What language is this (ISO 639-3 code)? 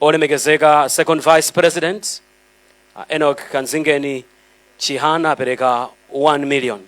nya